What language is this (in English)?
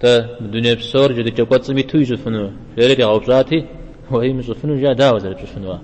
Kabardian